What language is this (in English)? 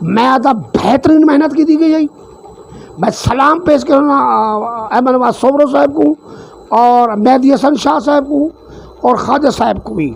Saraiki